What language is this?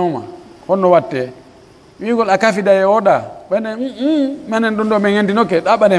Pular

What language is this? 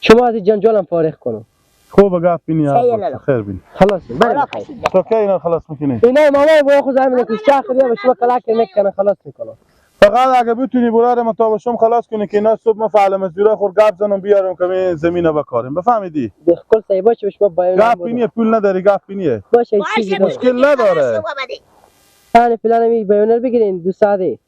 Persian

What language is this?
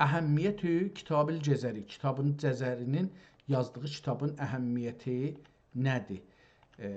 South Azerbaijani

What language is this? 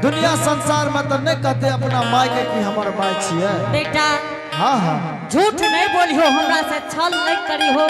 Angika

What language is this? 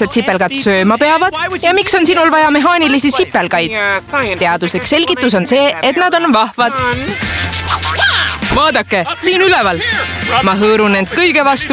Estonian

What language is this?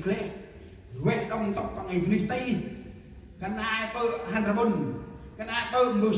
Central Mnong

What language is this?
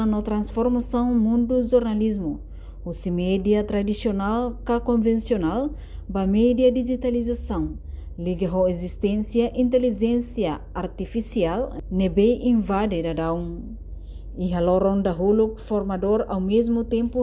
Tetum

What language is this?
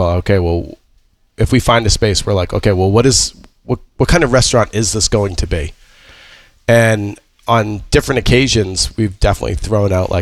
English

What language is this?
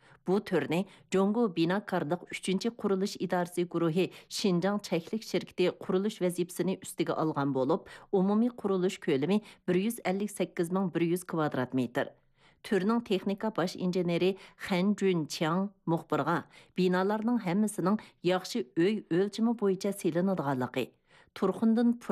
Uyghur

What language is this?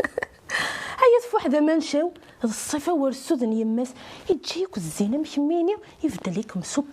Kabyle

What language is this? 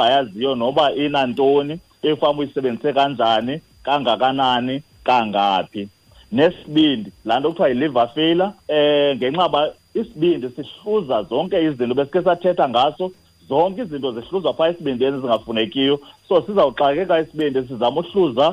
Xhosa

